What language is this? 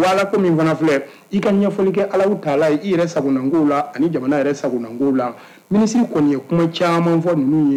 Bambara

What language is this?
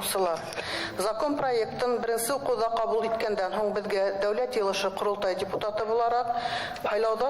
Bashkir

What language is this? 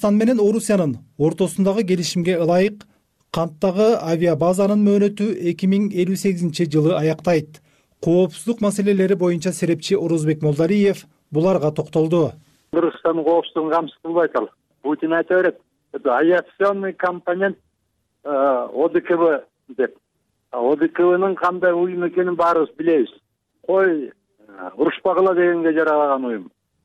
Kyrgyz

